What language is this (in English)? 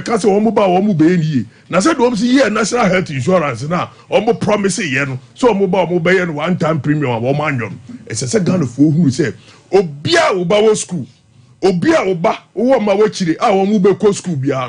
Akan